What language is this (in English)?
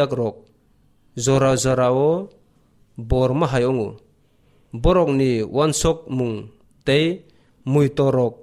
Kok Borok